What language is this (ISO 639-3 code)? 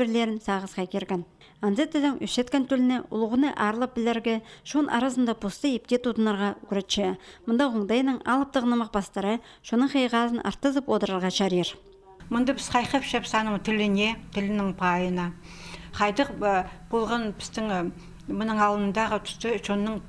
kjh